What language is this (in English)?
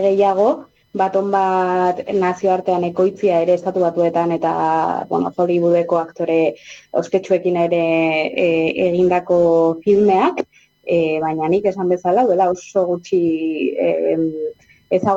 Basque